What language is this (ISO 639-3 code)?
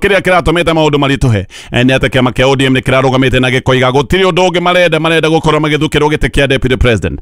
kik